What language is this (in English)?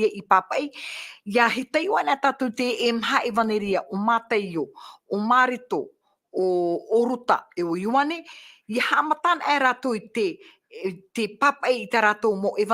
Tahitian